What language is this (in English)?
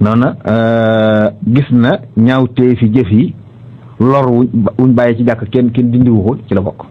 Wolof